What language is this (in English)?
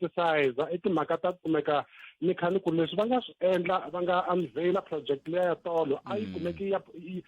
Tsonga